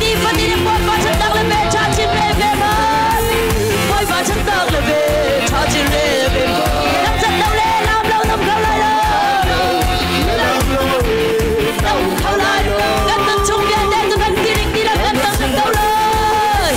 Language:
Hakha Chin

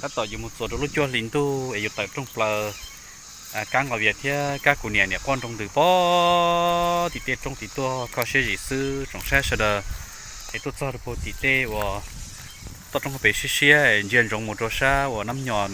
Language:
Hmong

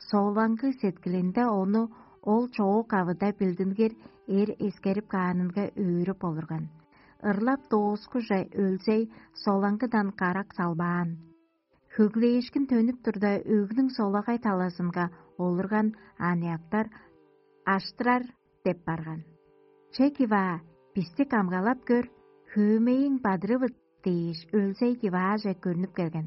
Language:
Tuvinian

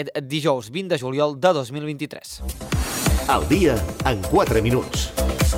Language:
Catalan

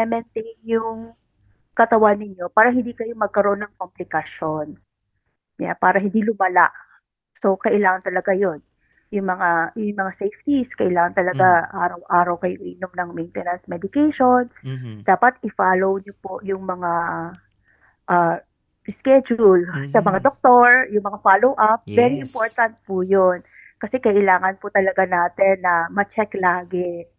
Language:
Filipino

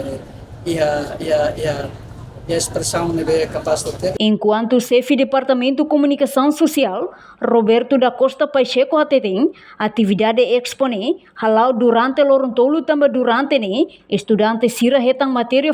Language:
Tetum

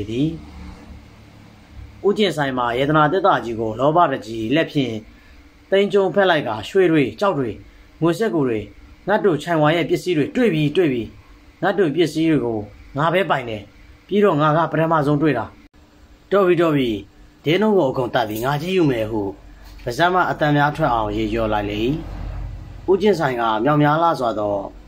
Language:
Burmese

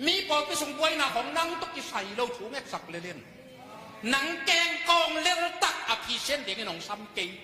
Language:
Tedim Chin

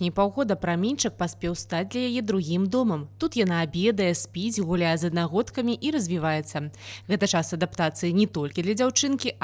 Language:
Belarusian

